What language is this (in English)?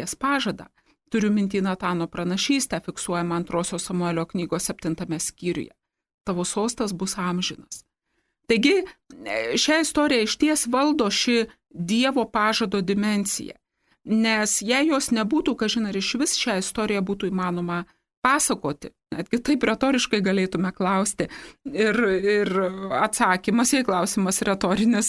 Lithuanian